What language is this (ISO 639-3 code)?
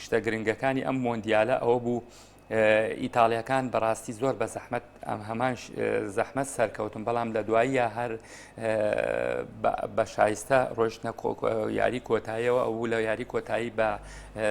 ckb